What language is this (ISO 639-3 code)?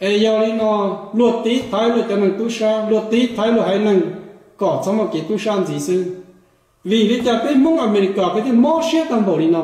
hmn